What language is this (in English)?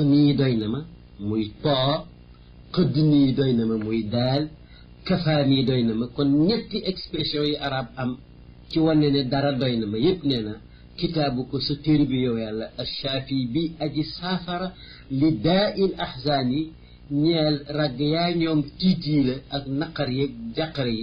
Wolof